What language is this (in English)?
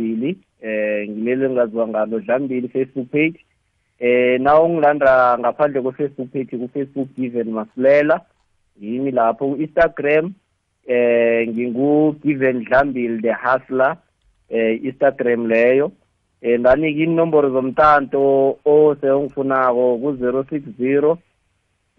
South Ndebele